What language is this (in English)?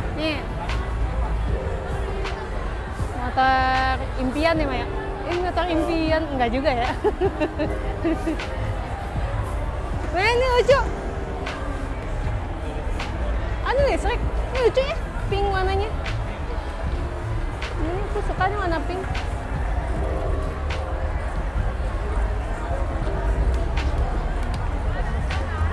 Indonesian